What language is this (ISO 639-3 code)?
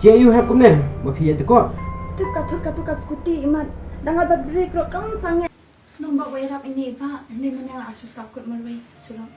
kha